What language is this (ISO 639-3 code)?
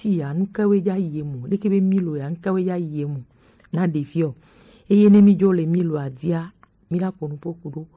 gej